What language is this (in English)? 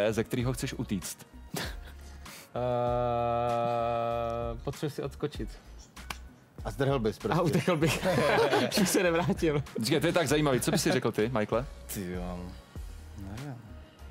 Czech